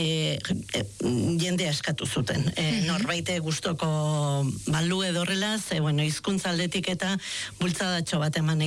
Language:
Basque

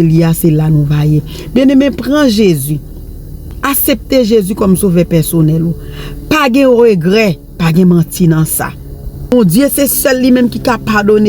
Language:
Haitian Creole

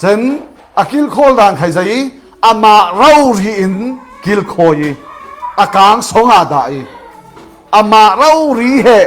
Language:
Falam Chin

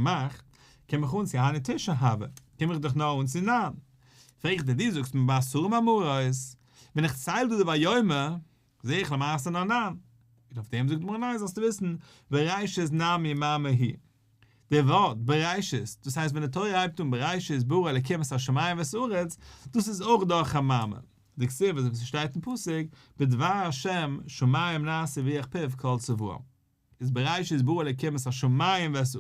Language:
Yiddish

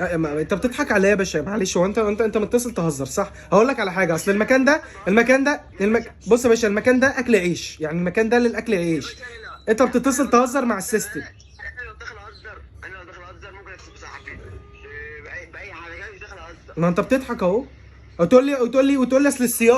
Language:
Egyptian Arabic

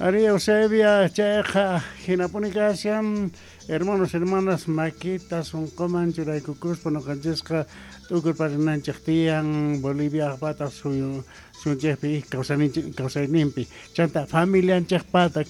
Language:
Quechua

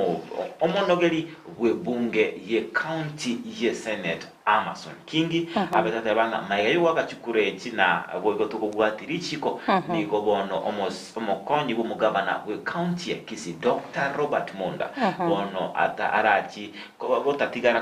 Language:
Gusii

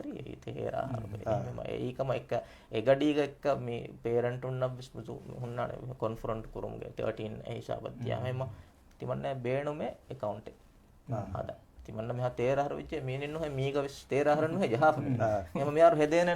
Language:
Divehi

